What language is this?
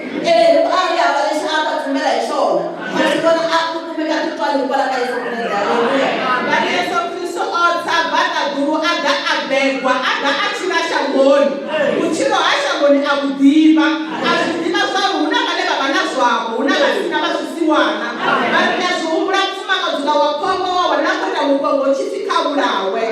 Venda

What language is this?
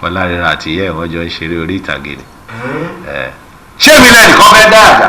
Yoruba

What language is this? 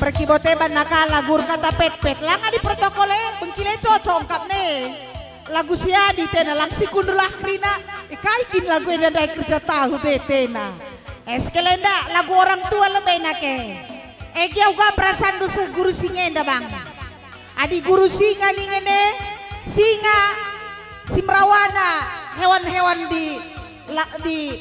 Batak Karo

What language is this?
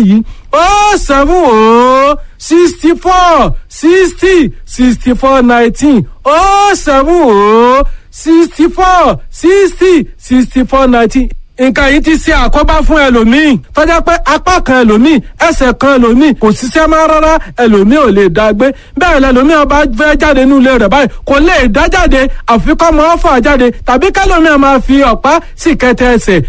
Yoruba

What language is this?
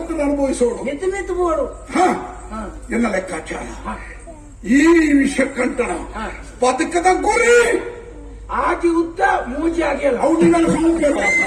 Tulu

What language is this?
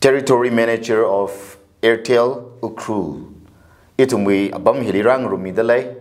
Tangkhul Naga (India)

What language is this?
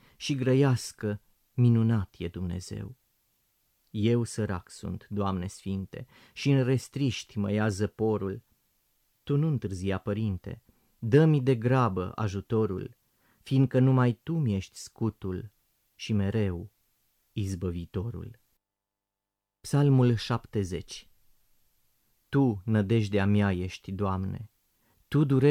Romanian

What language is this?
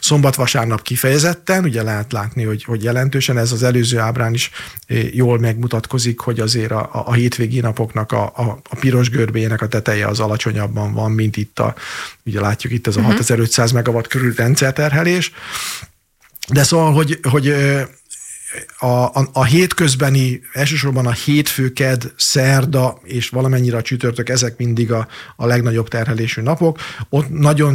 Hungarian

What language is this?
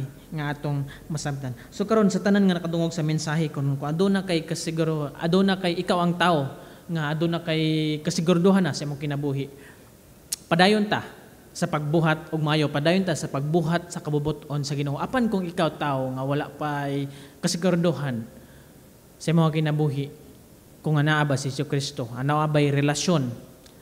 Cebuano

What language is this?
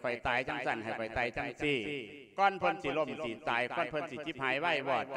Lao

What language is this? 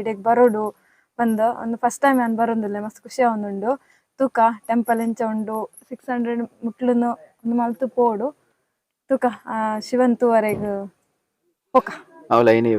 Tulu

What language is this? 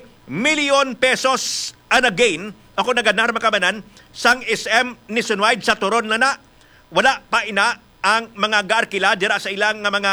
Hiligaynon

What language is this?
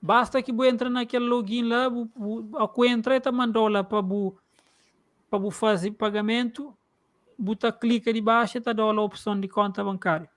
Kabuverdianu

